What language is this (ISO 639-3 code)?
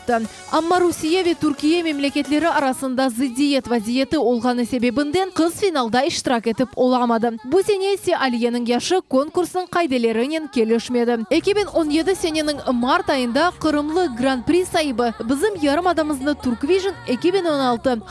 crh